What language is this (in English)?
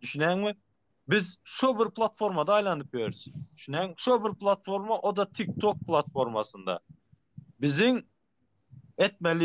Turkmen